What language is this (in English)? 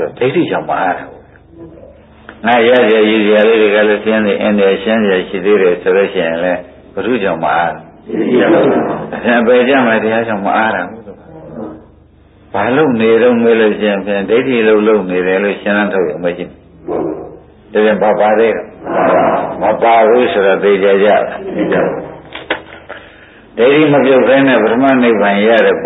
Burmese